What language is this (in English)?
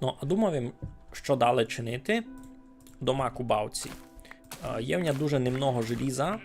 Rusyn